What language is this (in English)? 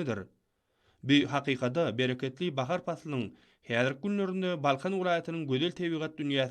Turkmen